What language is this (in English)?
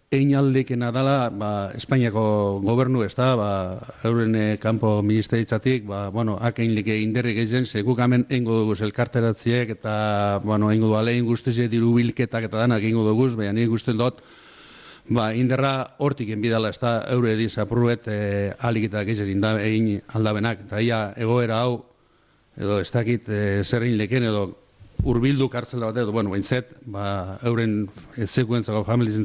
Basque